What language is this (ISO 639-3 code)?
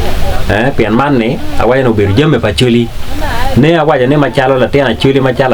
ach